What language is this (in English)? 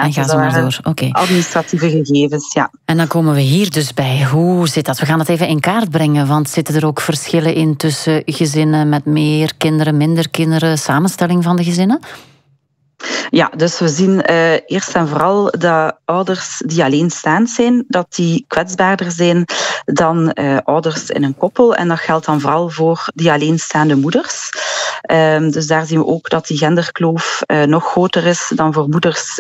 Dutch